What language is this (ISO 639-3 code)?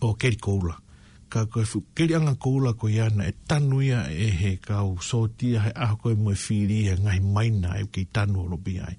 ton